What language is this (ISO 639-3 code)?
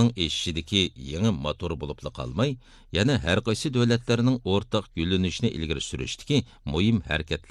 uig